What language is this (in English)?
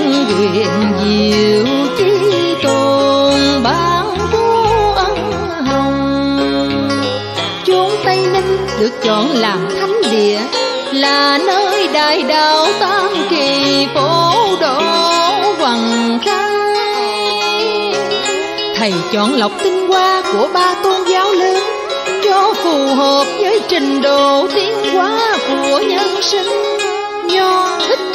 Vietnamese